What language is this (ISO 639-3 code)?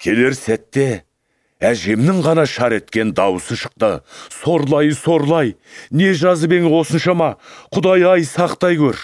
kaz